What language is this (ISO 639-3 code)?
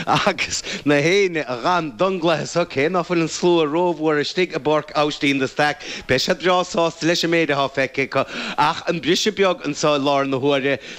gle